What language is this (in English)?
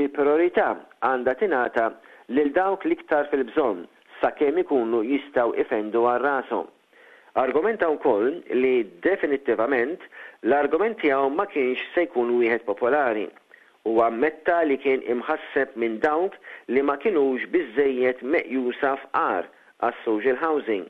Maltese